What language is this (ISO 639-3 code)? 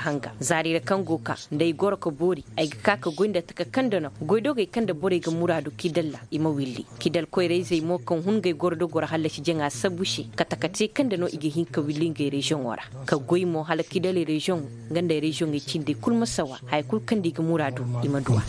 ses